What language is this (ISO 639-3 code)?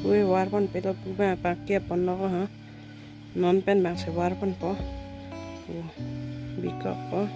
mjw